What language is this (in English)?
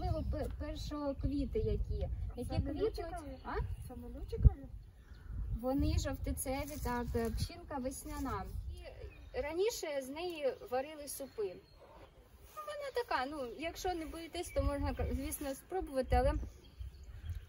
Ukrainian